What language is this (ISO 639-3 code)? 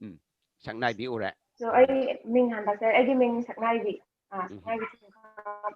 mni